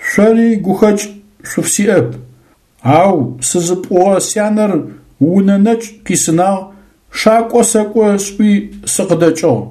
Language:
Adyghe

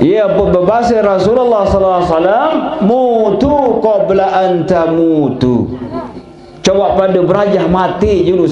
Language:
Sasak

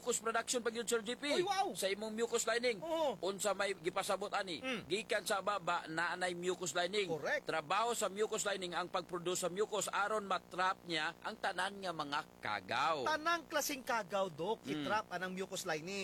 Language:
Cebuano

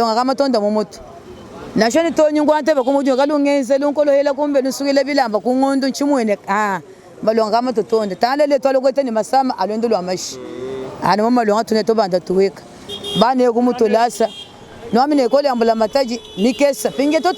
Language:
Luba-Lulua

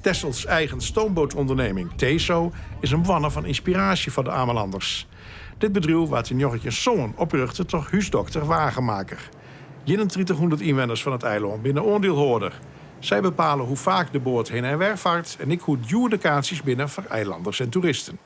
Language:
Western Frisian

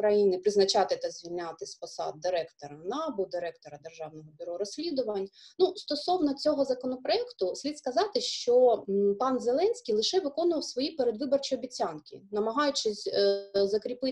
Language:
Ukrainian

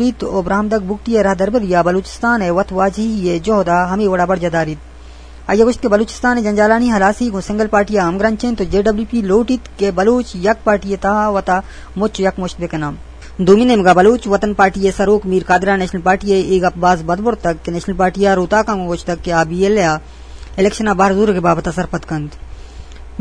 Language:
Eastern Balochi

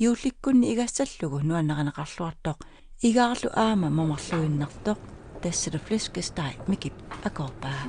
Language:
Kalaallisut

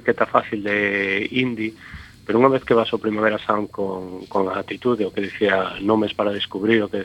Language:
Galician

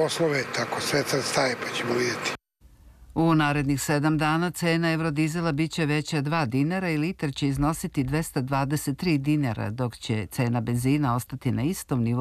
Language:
Serbian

